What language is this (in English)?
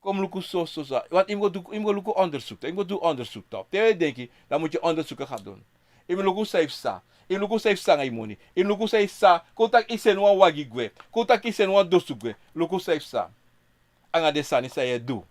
Sranan Tongo